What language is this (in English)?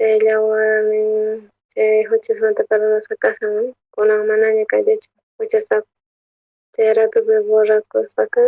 South Bolivian Quechua